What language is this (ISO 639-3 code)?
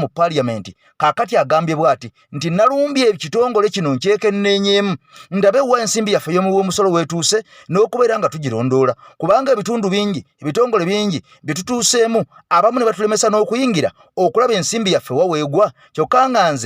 lug